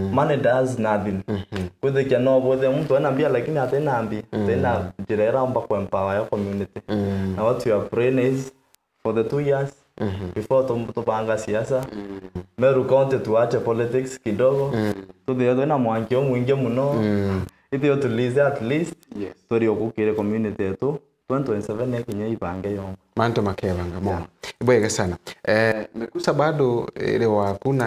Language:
Meru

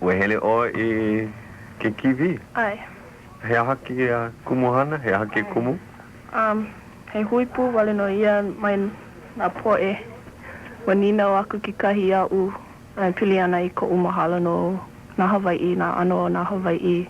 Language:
Hawaiian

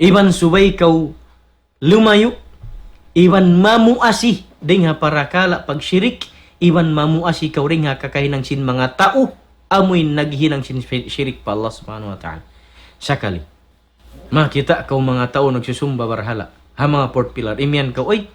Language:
Tausug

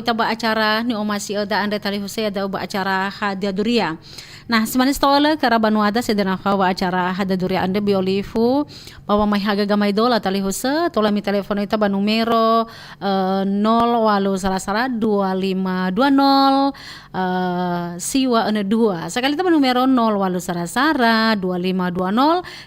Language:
Nias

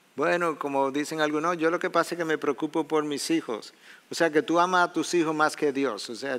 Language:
Spanish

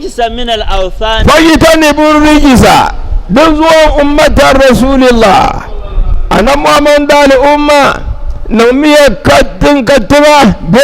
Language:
Dagbani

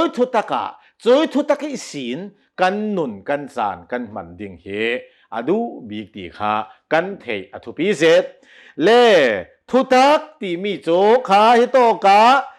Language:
Hakha Chin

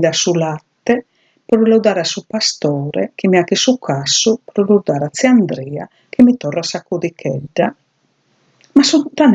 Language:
Sardinian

